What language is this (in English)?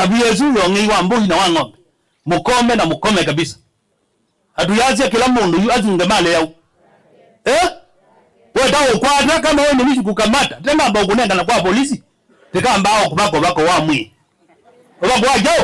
Kamba